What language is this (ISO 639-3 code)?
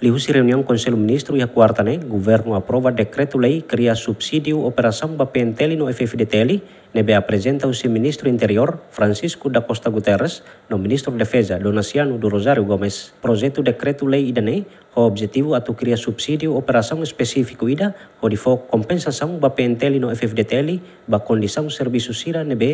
tet